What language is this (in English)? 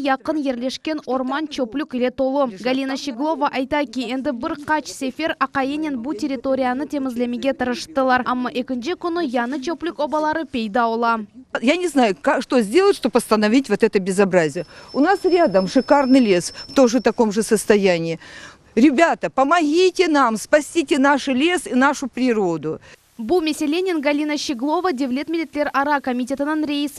Crimean Tatar